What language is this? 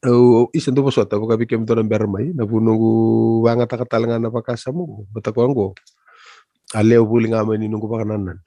Fijian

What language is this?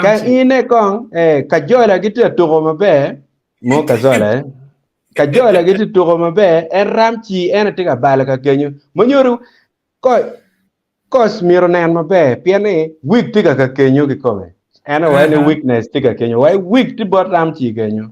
Acoli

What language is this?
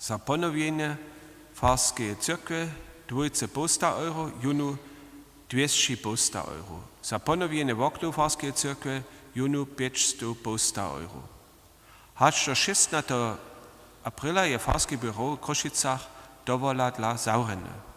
Upper Sorbian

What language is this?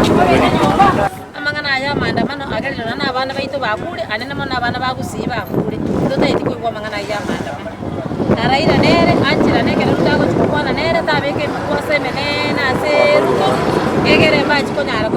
Gusii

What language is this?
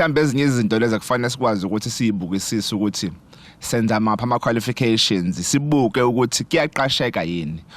Zulu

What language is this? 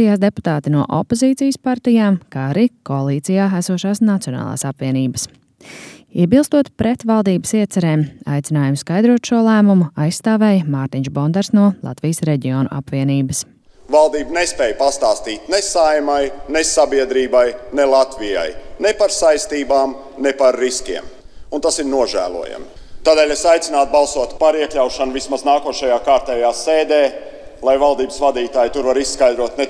Latvian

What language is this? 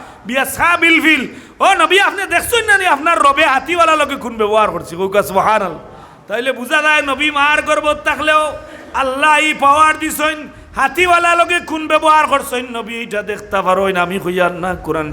Sylheti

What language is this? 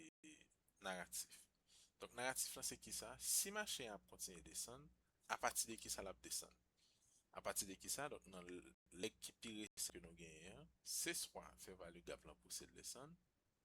Haitian Creole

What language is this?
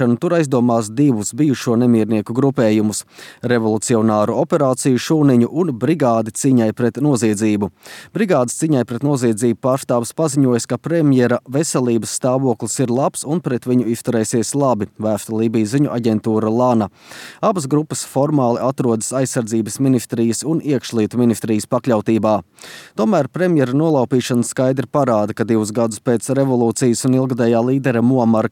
Latvian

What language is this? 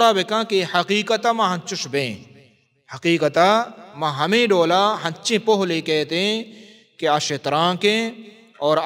Baluchi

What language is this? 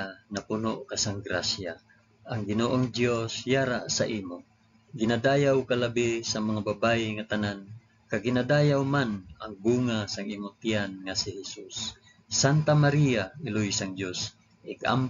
Hiligaynon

